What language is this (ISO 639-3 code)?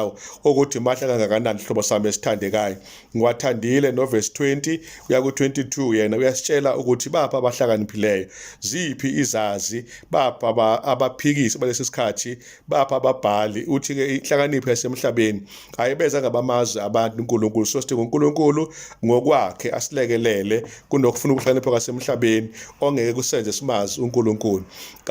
zul